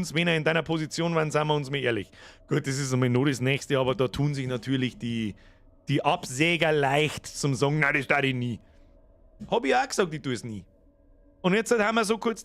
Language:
Bavarian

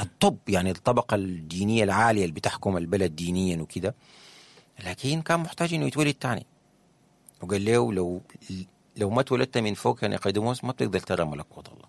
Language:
Sudanese Arabic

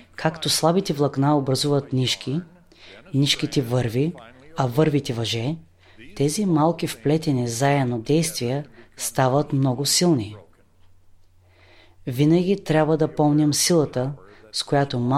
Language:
Bulgarian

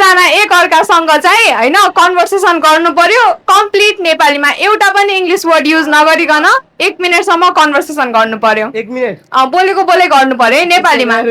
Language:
Nepali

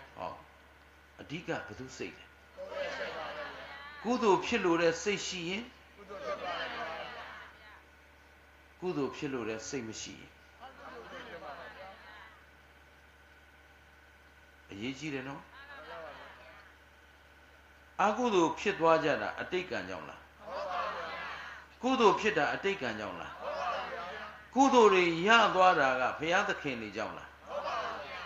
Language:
Burmese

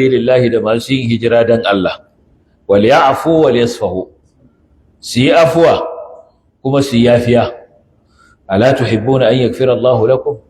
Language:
Hausa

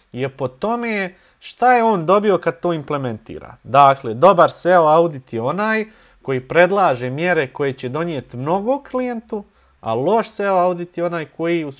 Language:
Bosnian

